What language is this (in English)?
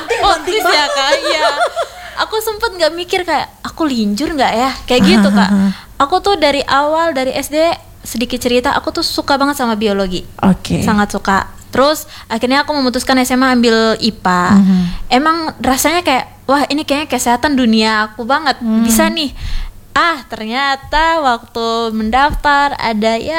Indonesian